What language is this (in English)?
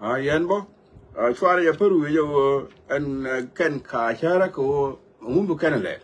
Nuer